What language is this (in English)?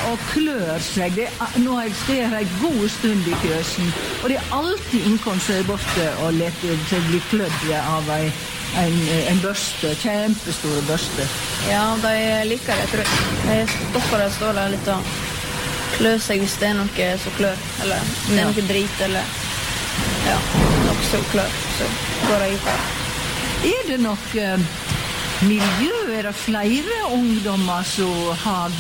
Norwegian